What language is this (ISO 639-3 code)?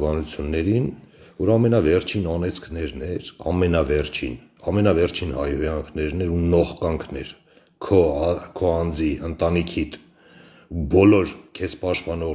hye